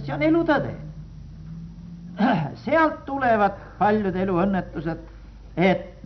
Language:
Estonian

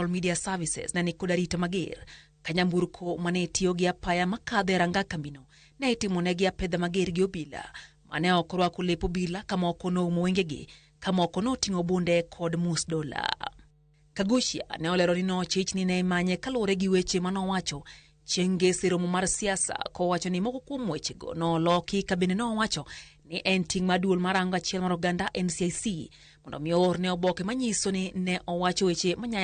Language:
Luo (Kenya and Tanzania)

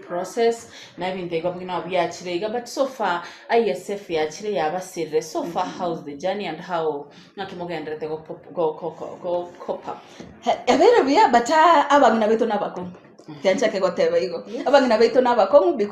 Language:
Gusii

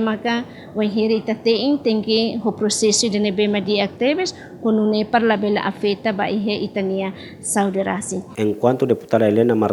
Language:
Tetum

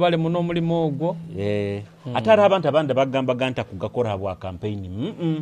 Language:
Nyoro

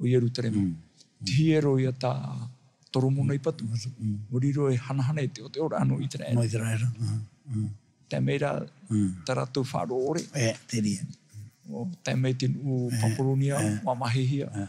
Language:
Tahitian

